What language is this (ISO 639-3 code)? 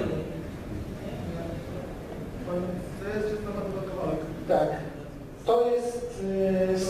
pol